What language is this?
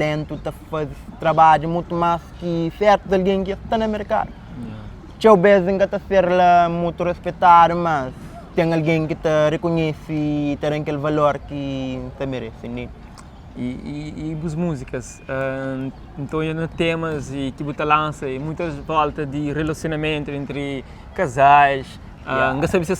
Kabuverdianu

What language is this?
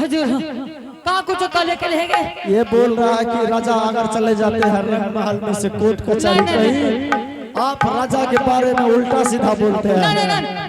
Angika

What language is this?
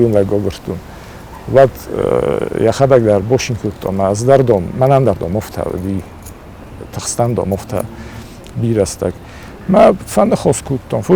Ossetic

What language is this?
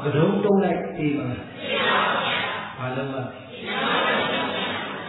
Burmese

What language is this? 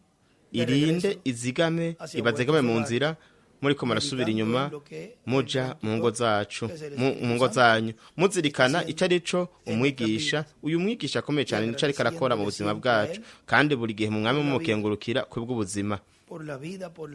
Rundi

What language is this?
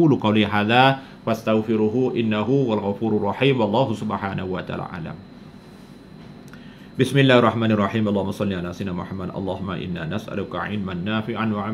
Thai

